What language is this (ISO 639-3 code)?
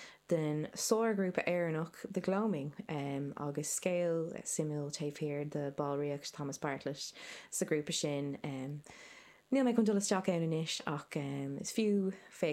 gle